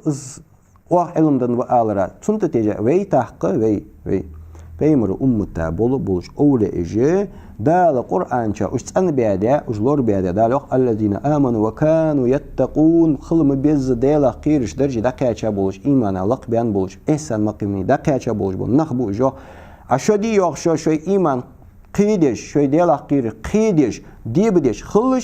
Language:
Ingush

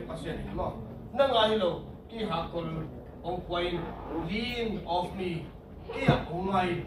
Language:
Tedim Chin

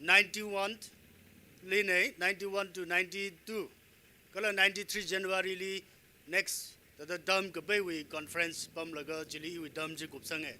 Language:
Tangkhul Naga (India)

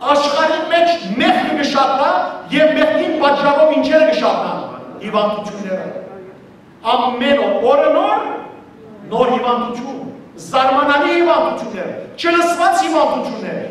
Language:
Western Armenian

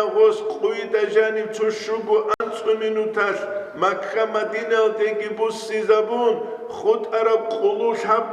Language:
Avaric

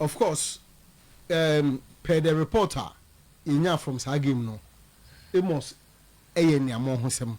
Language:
Akan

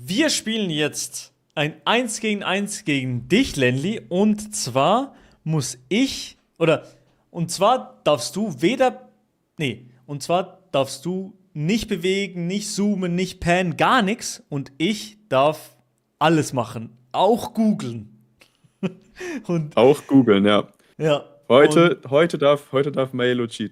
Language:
Swiss German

